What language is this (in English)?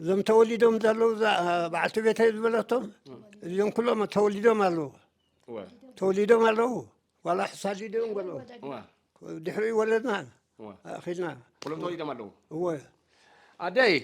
Tigrinya